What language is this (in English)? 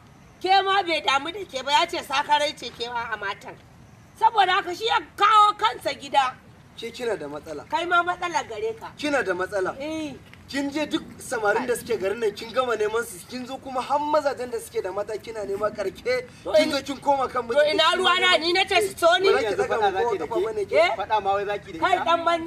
Hausa